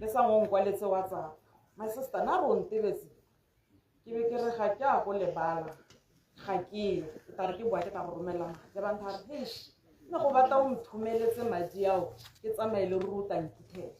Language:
Tswana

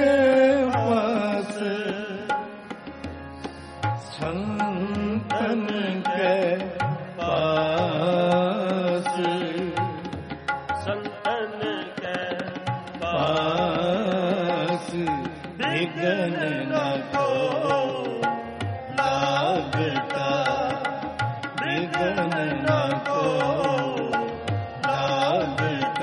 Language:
Punjabi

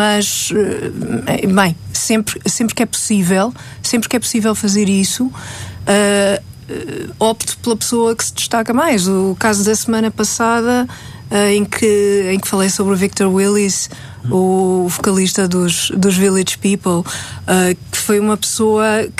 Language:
Portuguese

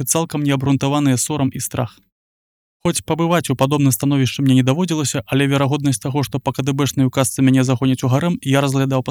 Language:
Belarusian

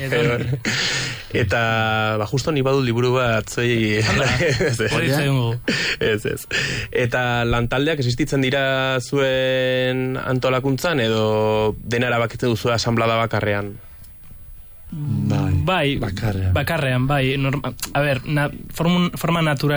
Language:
Basque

